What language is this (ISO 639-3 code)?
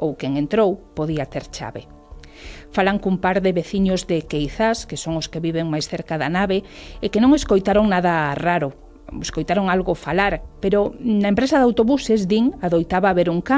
glg